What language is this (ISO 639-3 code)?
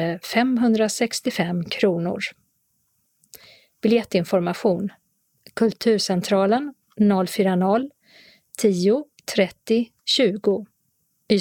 swe